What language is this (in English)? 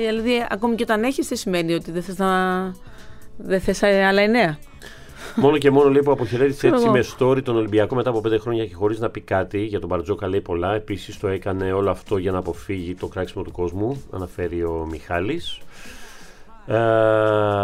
Greek